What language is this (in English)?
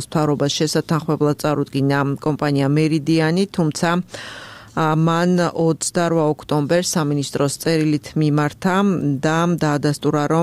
Georgian